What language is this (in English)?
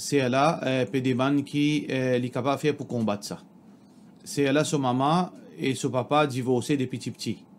Morisyen